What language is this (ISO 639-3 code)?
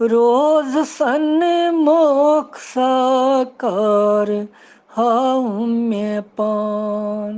kas